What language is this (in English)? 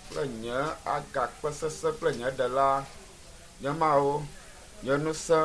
Ewe